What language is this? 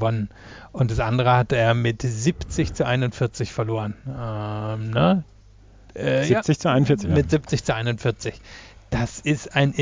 German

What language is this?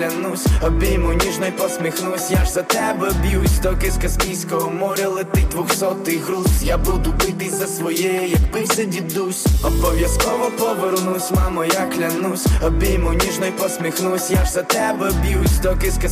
Ukrainian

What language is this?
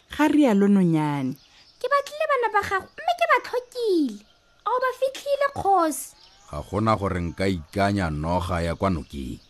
Tswana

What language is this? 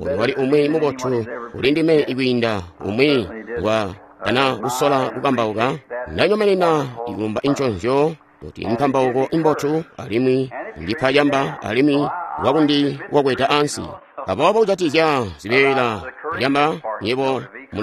Tonga (Zambia)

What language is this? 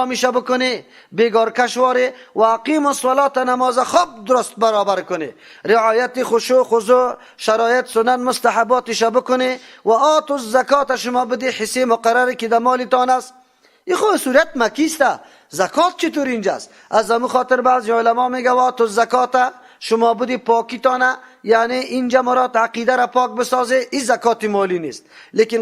Persian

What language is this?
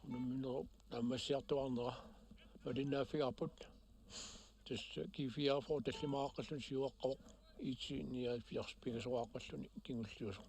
Kalaallisut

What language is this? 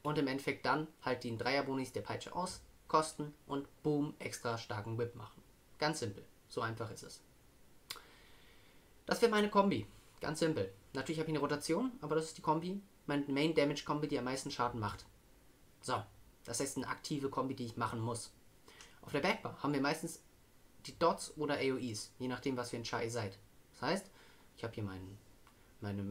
German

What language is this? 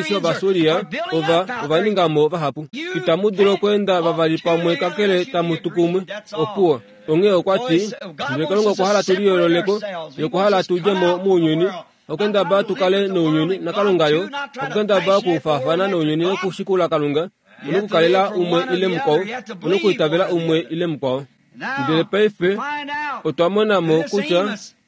Kuanyama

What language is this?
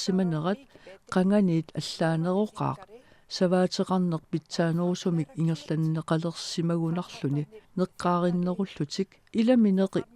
Kalaallisut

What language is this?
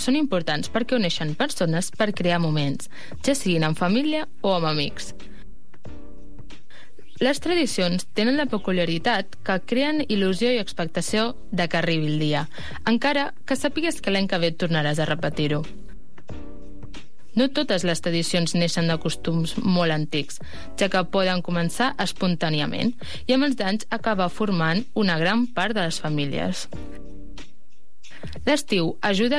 Catalan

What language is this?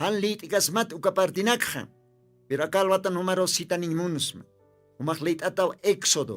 Aymara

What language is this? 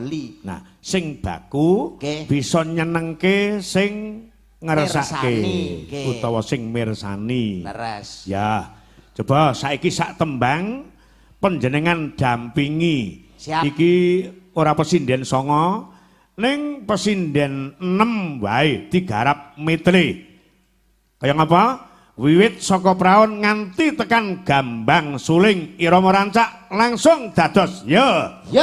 Javanese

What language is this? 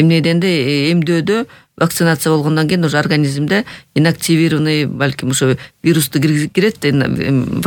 Kyrgyz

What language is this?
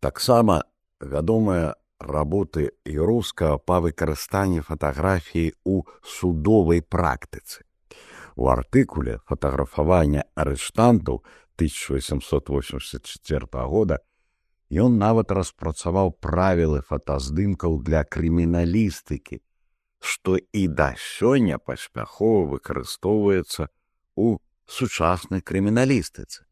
Belarusian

